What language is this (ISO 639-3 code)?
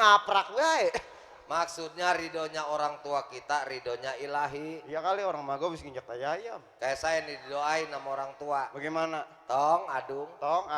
bew